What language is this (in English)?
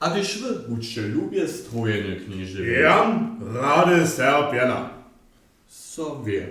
Upper Sorbian